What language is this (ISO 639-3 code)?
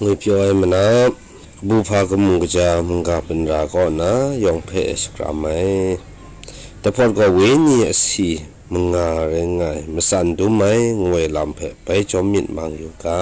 kac